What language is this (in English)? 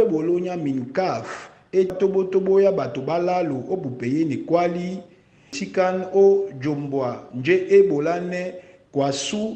Duala